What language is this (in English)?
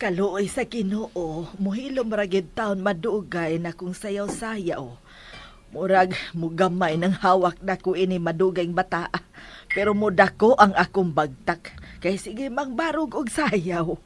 Cebuano